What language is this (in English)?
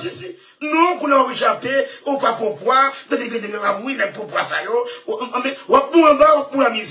Haitian Creole